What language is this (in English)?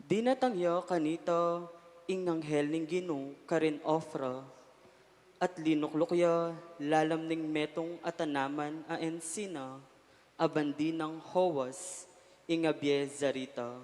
Pampanga